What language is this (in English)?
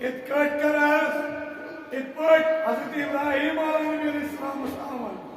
Kashmiri